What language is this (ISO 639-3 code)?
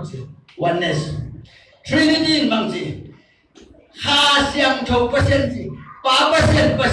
ctd